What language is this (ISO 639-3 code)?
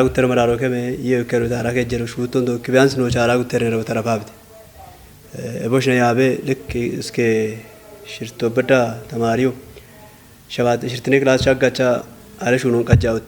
kbr